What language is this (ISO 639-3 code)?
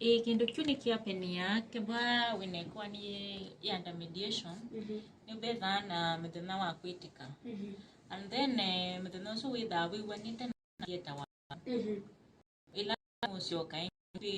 kam